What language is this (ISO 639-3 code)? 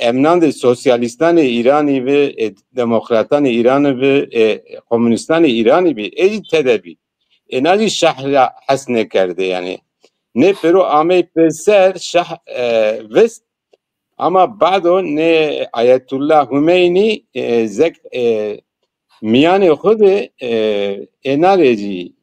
zza